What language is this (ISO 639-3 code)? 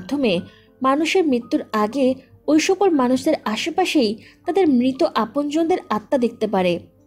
ben